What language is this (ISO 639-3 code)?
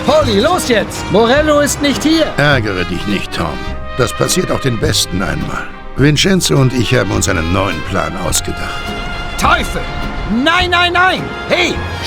bar